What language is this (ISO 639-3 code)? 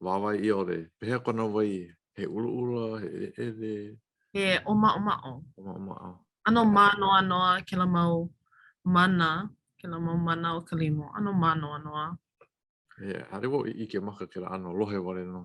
haw